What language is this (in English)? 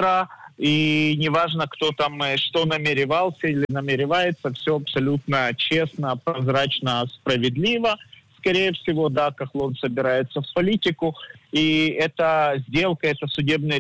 Russian